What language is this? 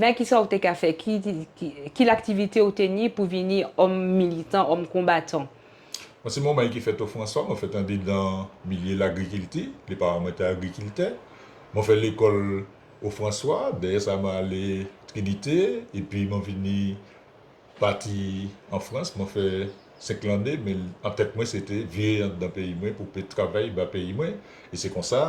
Guadeloupean Creole French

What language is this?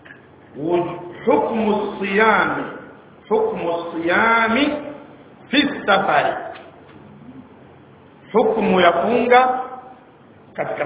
Swahili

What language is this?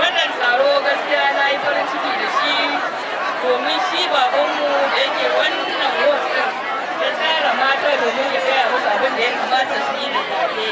Hausa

